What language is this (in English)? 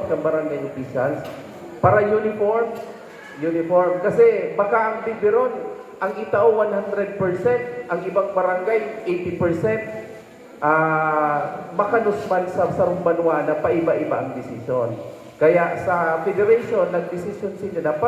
Bikol